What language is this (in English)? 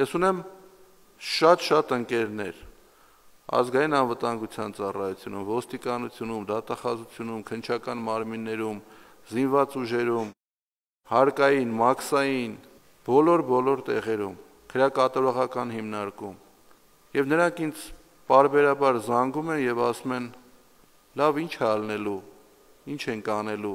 Armenian